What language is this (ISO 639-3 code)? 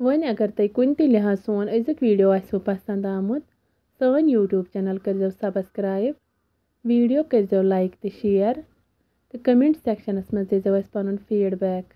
kas